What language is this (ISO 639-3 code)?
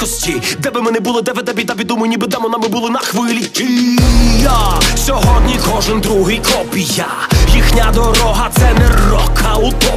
ukr